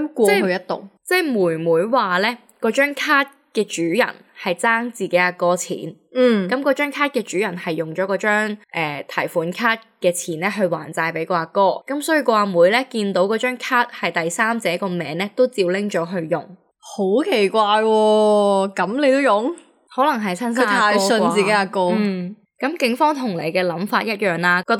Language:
Cantonese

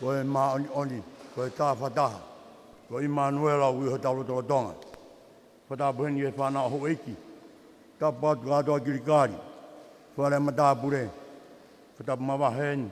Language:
Tongan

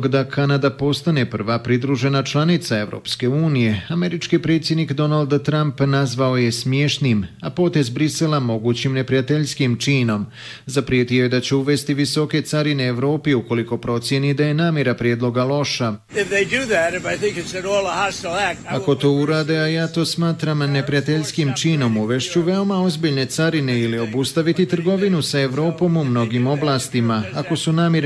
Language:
Bosnian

